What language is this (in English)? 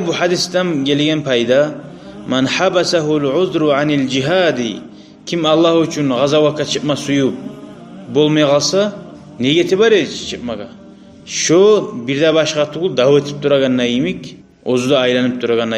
Kumyk